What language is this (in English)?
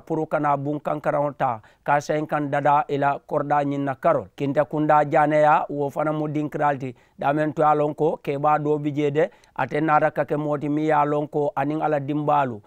Mandingo